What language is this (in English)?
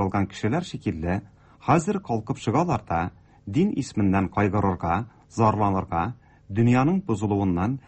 Tatar